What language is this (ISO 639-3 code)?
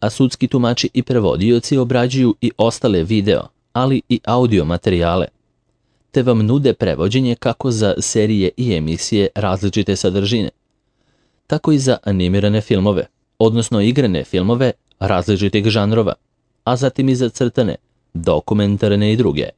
srp